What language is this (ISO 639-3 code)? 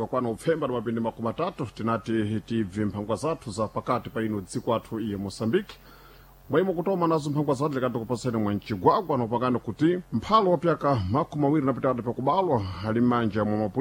seh